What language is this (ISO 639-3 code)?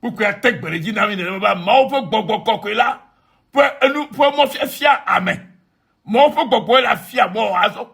ewe